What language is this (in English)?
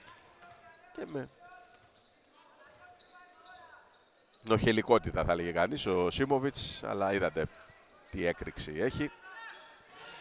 Greek